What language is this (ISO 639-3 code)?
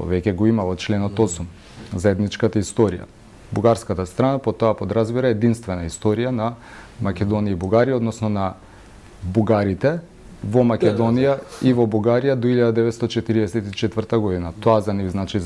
mkd